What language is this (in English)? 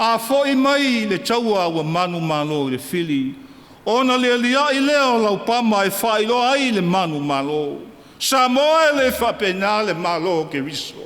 Samoan